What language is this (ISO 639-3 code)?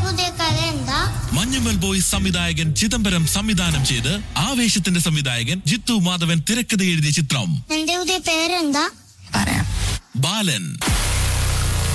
mal